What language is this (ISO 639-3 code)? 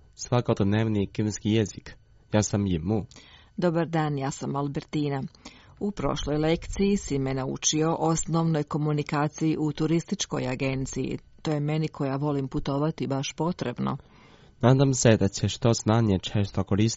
hrv